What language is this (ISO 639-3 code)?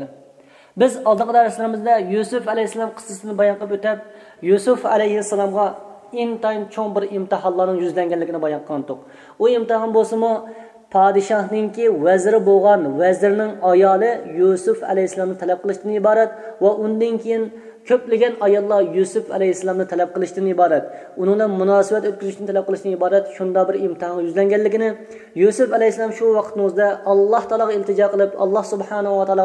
uig